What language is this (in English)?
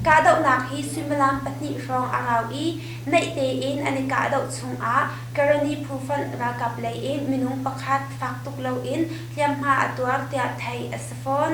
Hakha Chin